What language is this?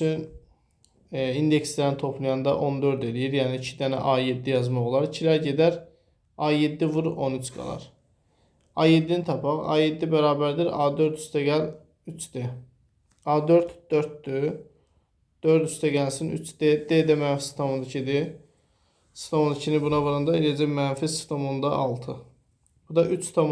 Azerbaijani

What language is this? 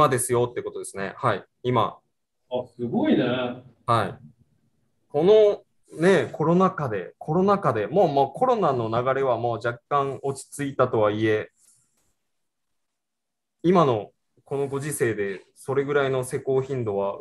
Japanese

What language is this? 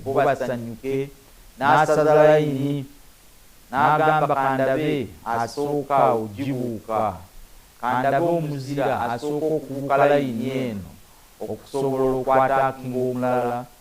Ganda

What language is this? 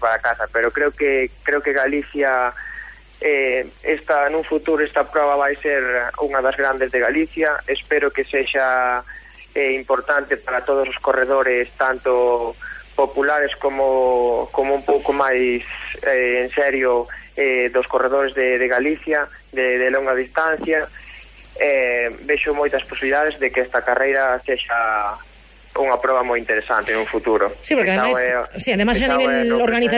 Galician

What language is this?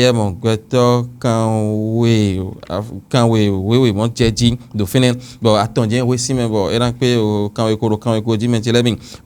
Fon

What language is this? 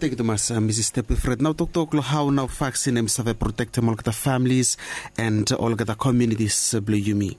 Bislama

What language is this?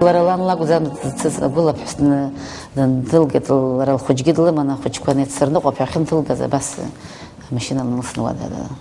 Abkhazian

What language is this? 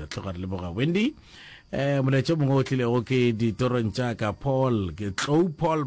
Northern Sotho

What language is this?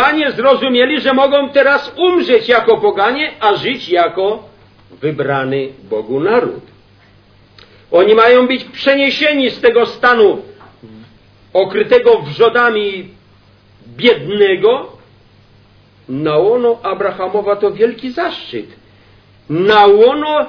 Polish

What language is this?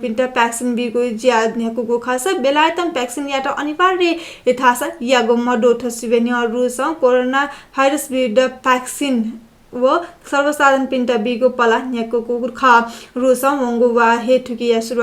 Newari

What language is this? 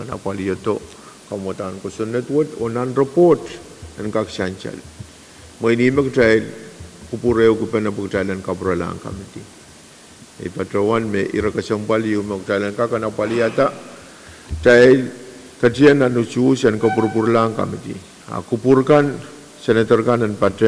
Pohnpeian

